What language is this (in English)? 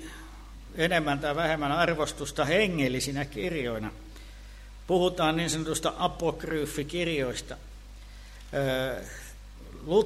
Finnish